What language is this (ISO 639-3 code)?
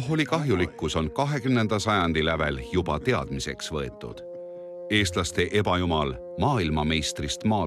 est